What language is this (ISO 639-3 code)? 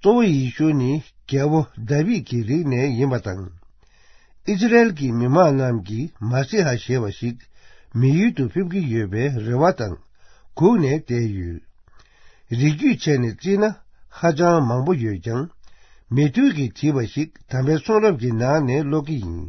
bod